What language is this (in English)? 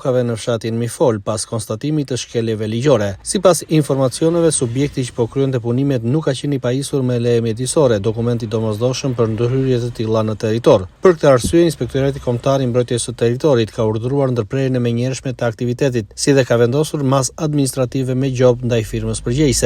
Albanian